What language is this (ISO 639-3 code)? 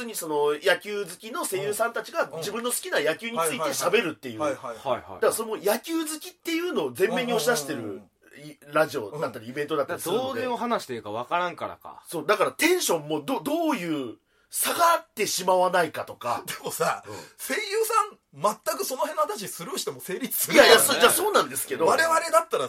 jpn